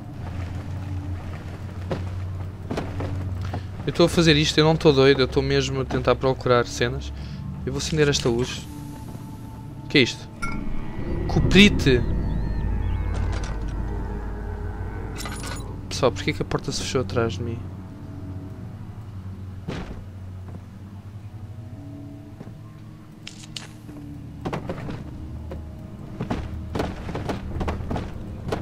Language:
Portuguese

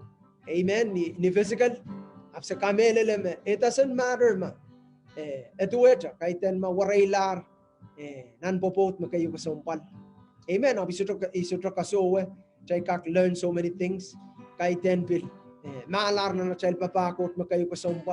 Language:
Pohnpeian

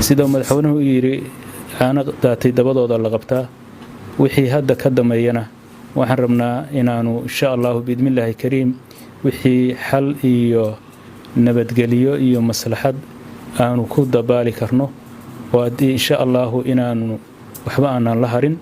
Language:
Somali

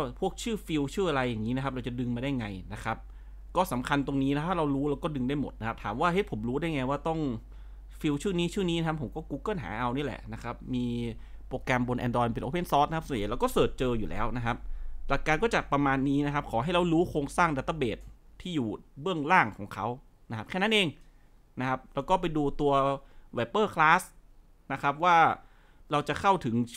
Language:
Thai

